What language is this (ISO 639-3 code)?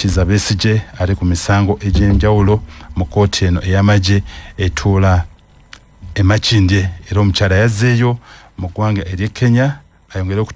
lug